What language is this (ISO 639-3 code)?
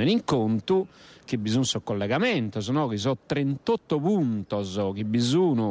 srd